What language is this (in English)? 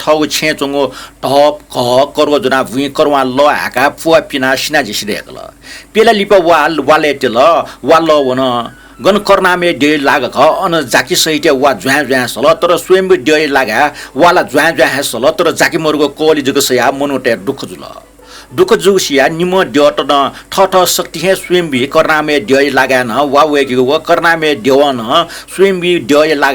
Newari